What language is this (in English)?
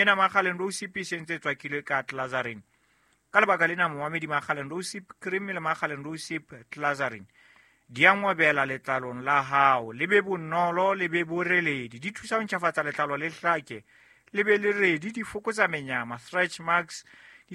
Southern Sotho